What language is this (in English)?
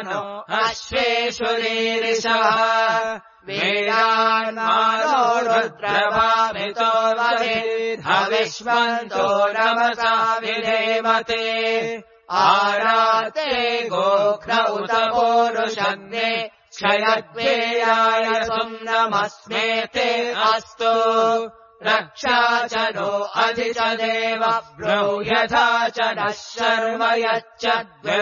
Sanskrit